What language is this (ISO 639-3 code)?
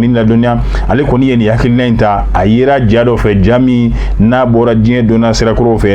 bam